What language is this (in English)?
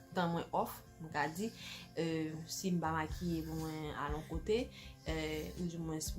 Haitian Creole